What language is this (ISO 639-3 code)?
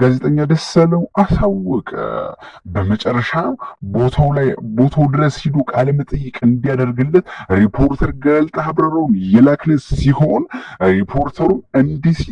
amh